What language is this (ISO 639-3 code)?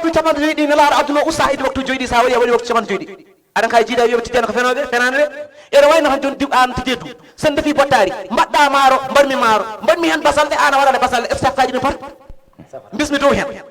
ful